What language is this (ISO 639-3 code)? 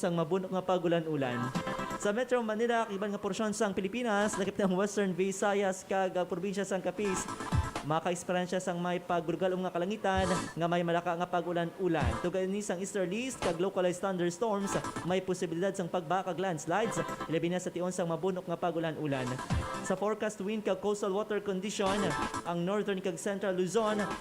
hil